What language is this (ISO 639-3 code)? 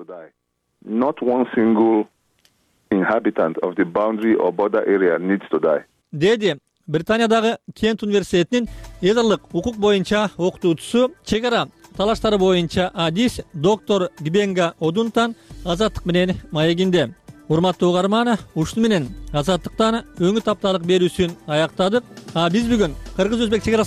kir